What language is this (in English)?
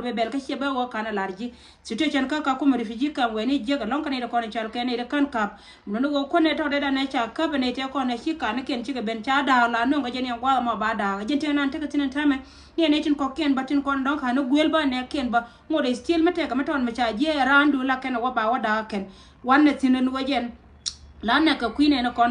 Nuer